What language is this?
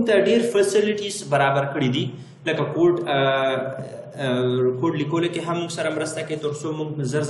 Pashto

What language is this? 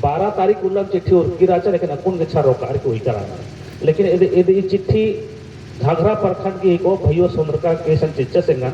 Kurukh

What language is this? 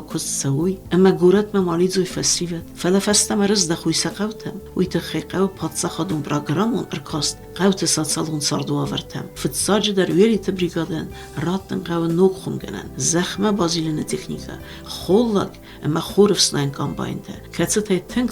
Ossetic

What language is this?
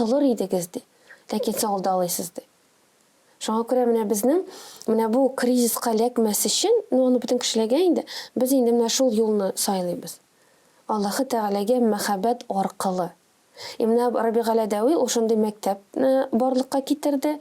Tatar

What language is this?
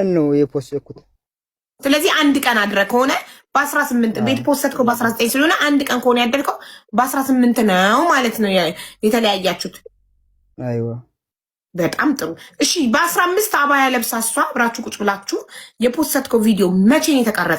Amharic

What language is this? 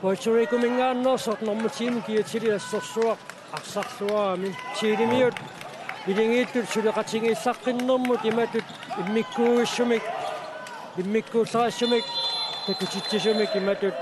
Kalaallisut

